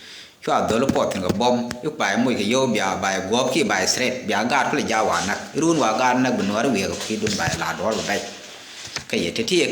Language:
Nuer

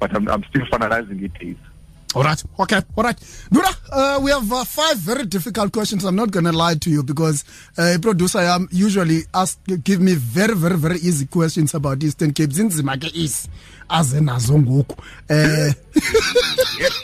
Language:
Xhosa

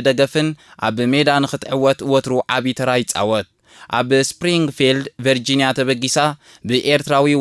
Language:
Tigrinya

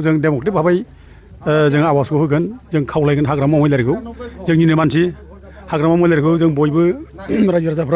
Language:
Bodo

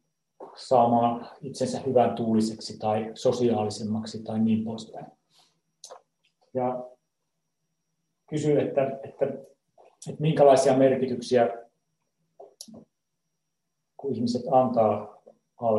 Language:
Finnish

